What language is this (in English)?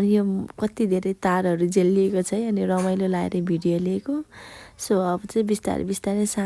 Nepali